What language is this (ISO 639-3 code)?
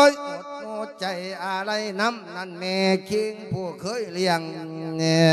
lao